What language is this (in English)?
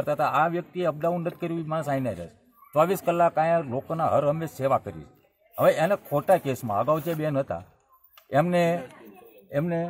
Gujarati